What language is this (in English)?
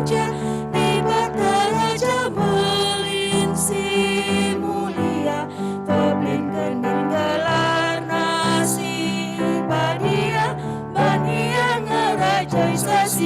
Batak Karo